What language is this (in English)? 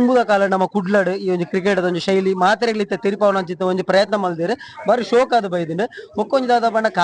Tulu